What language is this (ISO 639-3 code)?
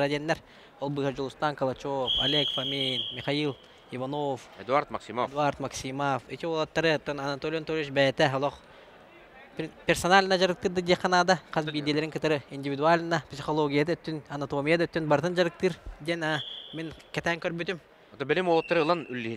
sah